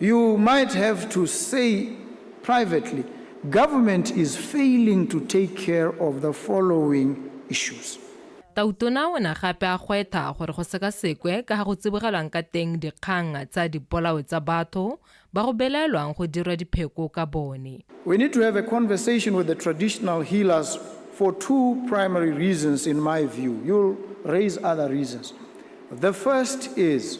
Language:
Tswana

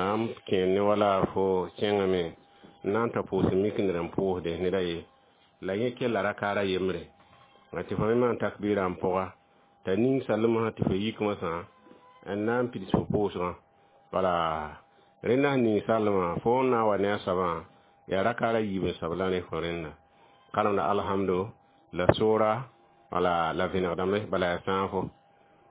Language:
Mossi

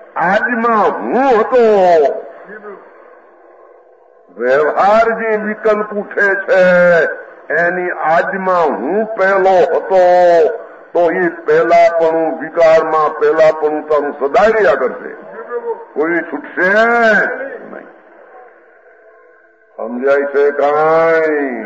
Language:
Gujarati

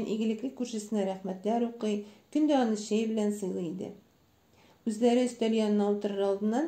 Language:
Tatar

